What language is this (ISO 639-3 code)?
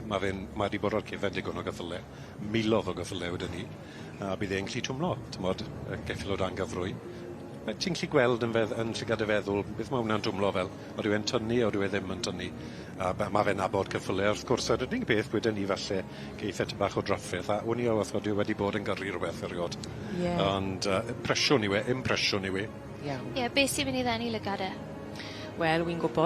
cym